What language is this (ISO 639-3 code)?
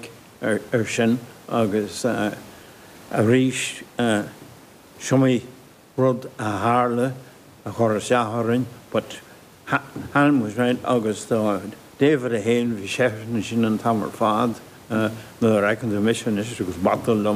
gle